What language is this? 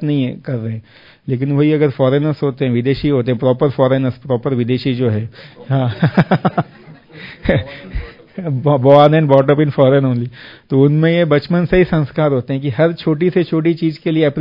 Hindi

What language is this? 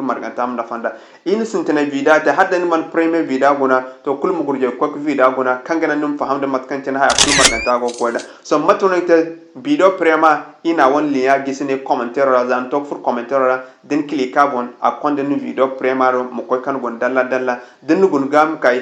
Zarma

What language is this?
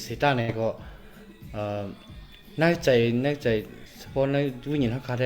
Shan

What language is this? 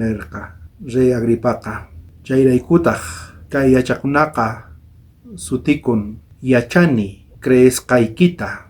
South Bolivian Quechua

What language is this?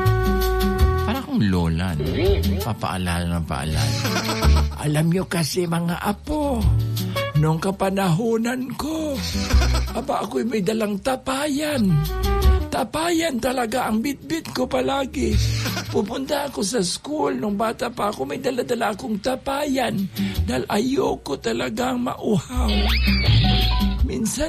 Filipino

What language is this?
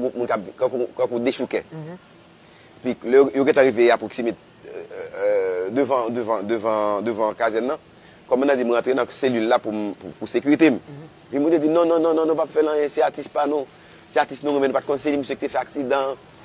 Haitian Creole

